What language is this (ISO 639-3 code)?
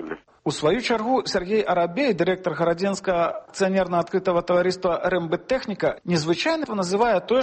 bel